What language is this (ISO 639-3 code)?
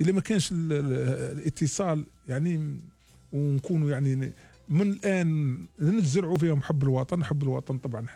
arq